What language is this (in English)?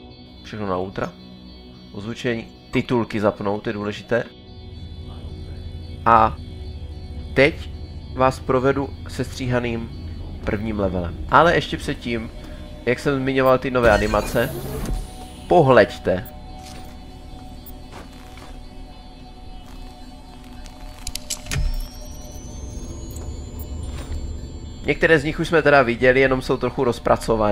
Czech